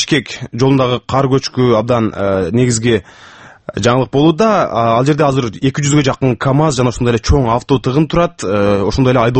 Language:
Kyrgyz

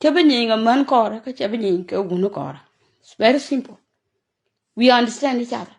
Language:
Nuer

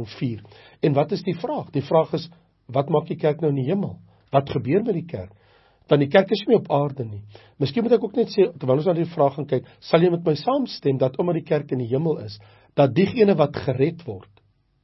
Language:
Afrikaans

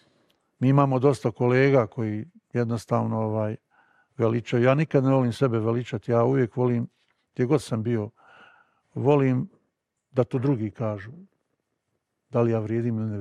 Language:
Bosnian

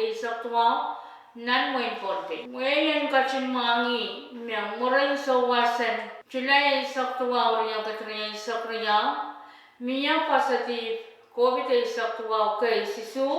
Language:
Pohnpeian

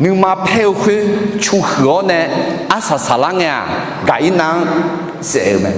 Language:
Akha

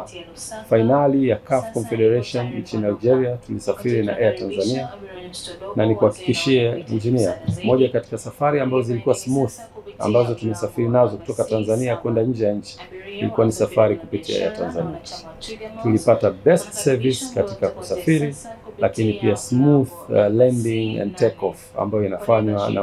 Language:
Swahili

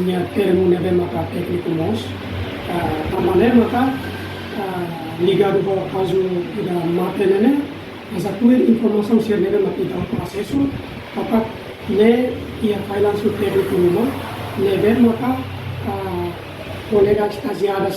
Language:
Tetum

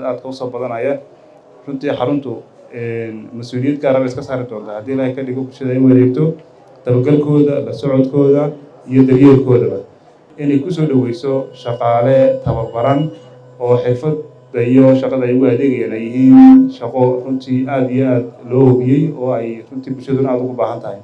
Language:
Somali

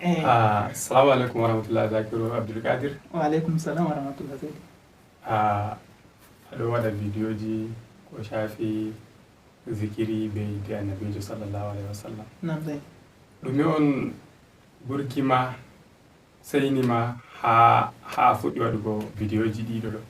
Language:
Fula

